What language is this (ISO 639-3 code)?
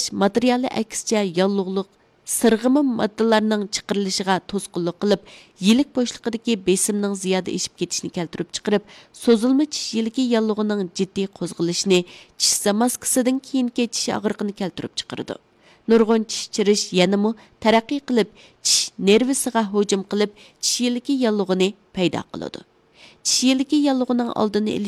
uig